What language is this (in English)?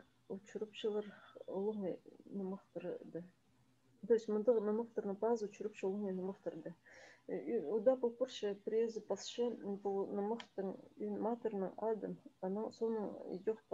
Khakas